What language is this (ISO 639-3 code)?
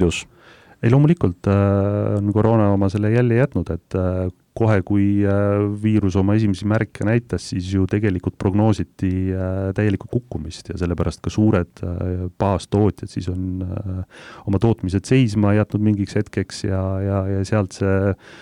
est